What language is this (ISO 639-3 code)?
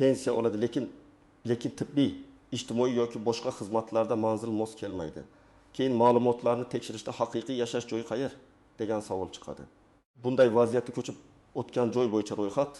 uzb